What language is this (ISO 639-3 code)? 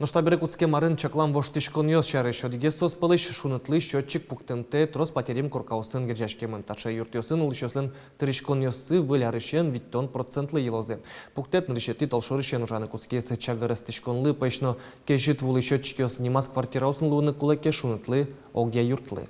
udm